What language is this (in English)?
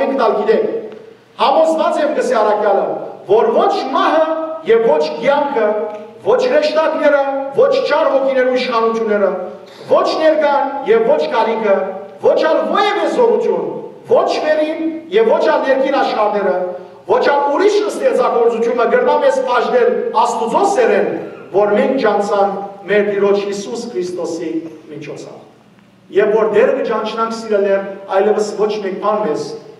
Western Armenian